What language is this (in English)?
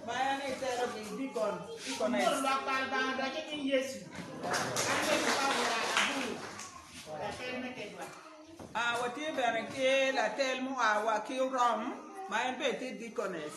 Acoli